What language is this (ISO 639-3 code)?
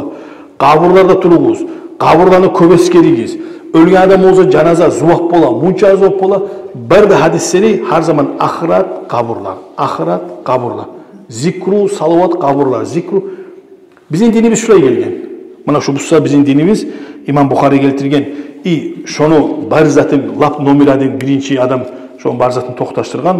kum